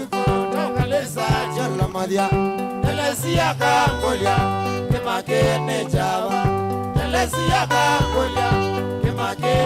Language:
Kamba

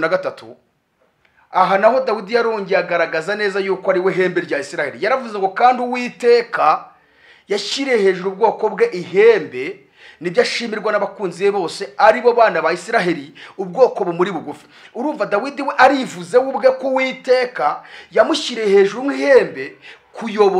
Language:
Kinyarwanda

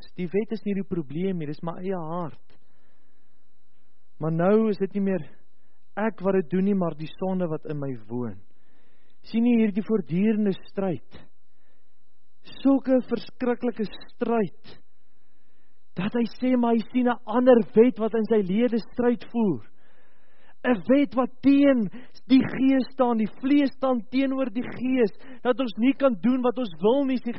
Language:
Afrikaans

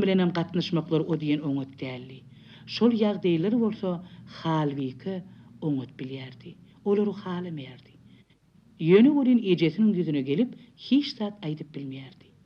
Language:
Turkmen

